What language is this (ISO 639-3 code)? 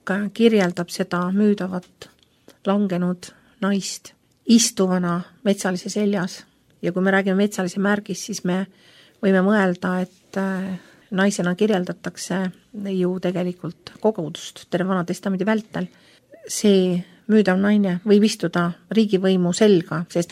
est